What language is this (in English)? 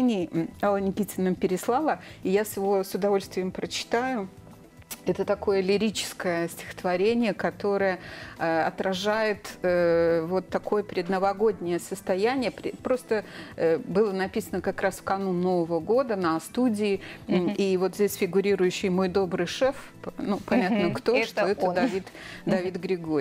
Russian